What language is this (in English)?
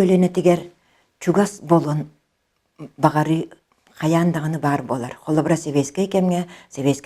Yakut